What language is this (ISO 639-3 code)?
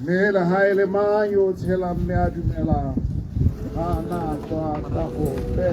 tsn